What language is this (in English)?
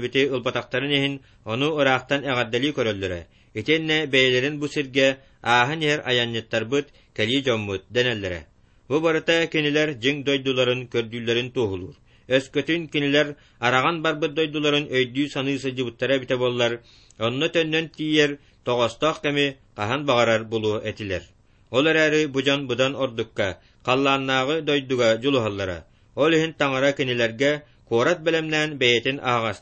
Yakut